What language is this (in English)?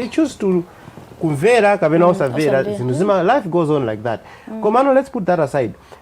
Nyanja